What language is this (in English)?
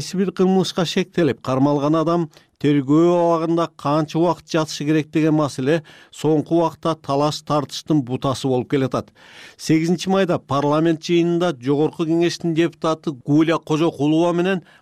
Kyrgyz